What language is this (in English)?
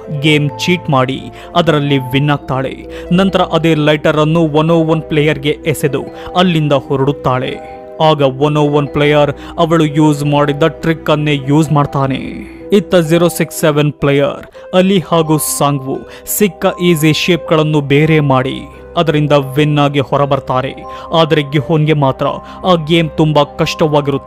Kannada